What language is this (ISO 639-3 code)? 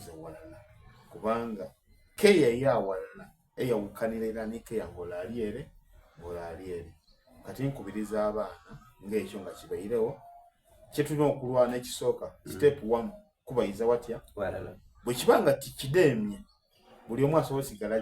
xog